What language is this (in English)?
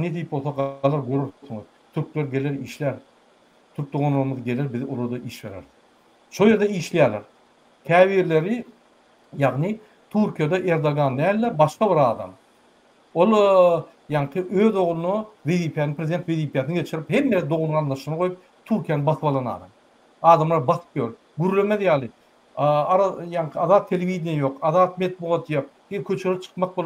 Turkmen